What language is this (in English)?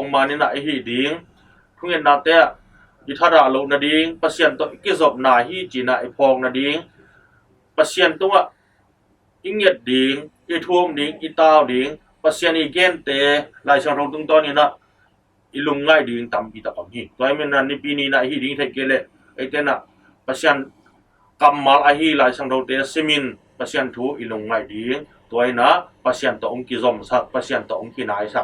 Tedim Chin